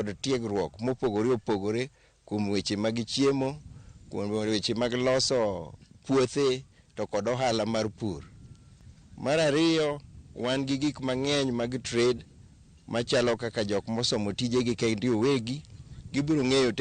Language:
Luo (Kenya and Tanzania)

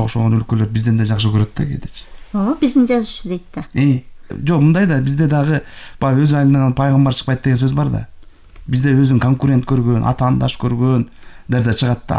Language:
Kyrgyz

